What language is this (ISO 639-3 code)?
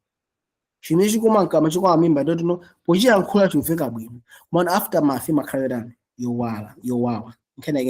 nya